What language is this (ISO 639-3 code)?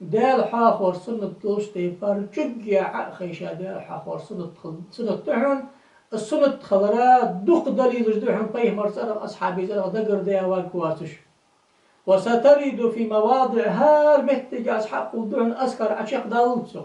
inh